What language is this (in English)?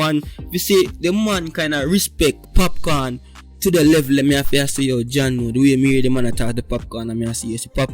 Jamaican Creole English